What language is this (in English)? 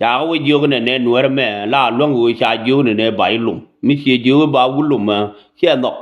Nuer